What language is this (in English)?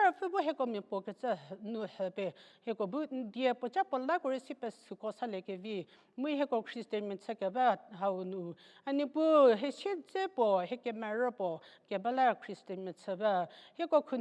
Angami Naga